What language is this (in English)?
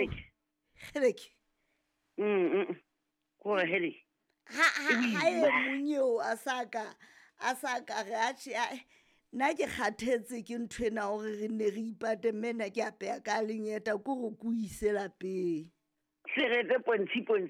Southern Sotho